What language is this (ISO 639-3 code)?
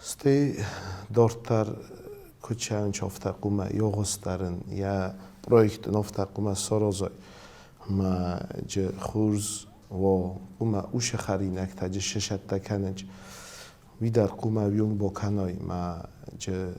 oss